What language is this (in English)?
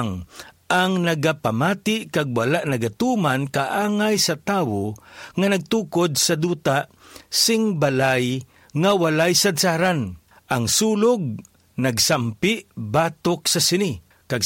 Hiligaynon